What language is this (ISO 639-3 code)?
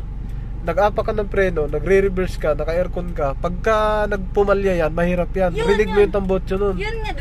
fil